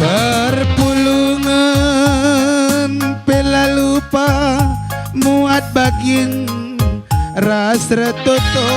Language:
Batak Karo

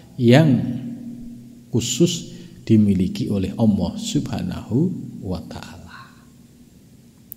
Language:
Indonesian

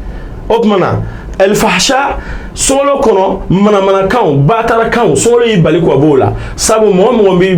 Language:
Bambara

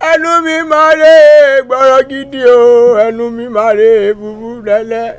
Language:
Yoruba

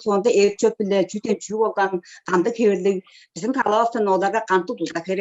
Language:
Tuvinian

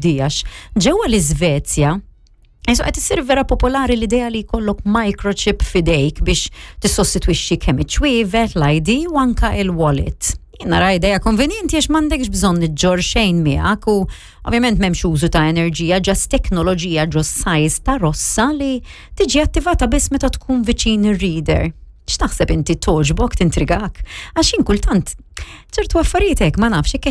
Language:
Maltese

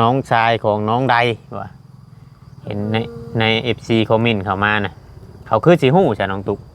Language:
Northeastern Thai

